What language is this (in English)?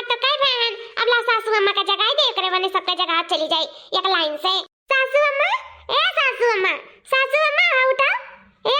Awadhi